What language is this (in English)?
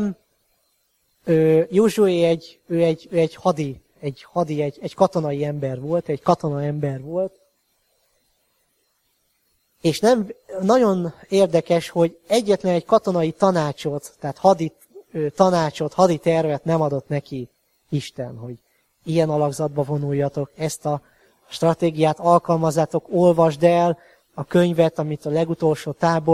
Hungarian